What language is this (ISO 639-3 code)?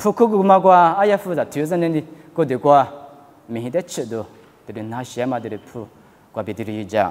lis